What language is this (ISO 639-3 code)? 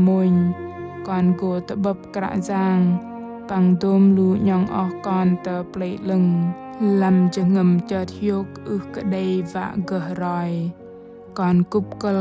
bdq